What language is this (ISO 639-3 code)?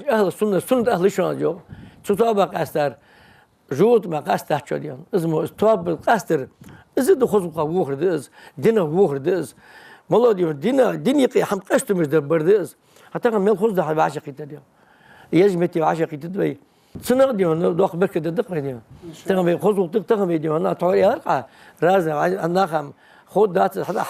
inh